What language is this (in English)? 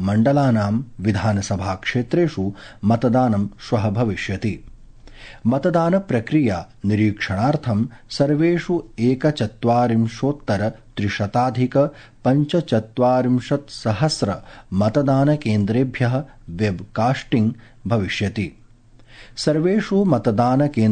Sanskrit